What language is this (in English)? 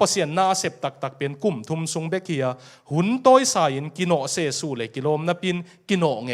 Tedim Chin